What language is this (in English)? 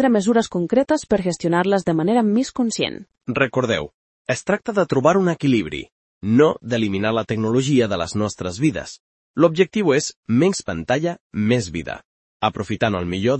Catalan